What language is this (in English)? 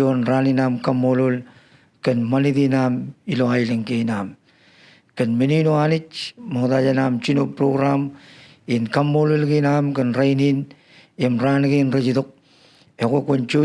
Marshallese